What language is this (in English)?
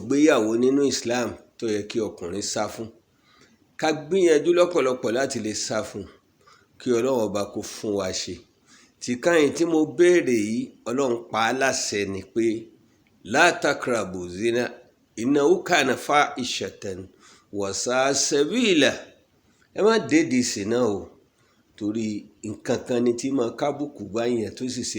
Yoruba